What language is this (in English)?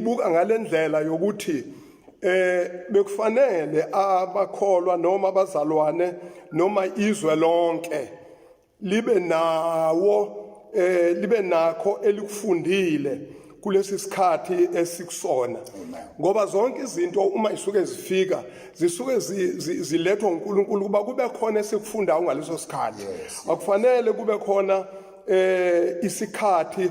Zulu